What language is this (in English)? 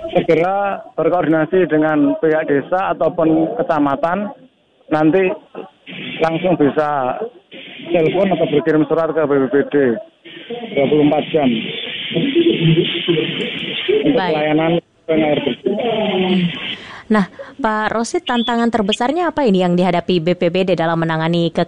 Indonesian